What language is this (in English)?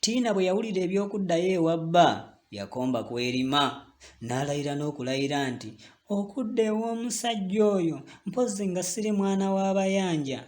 Ganda